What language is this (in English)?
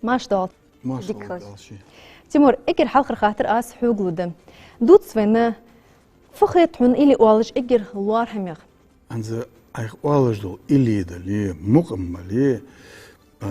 Ingush